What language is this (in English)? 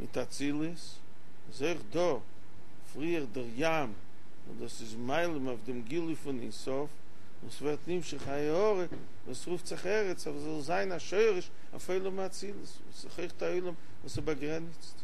Yiddish